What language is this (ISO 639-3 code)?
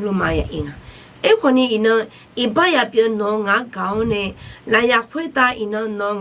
ahk